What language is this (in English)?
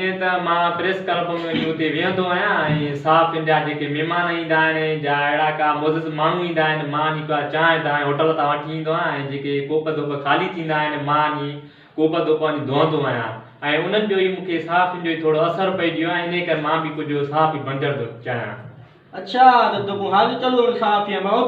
Sindhi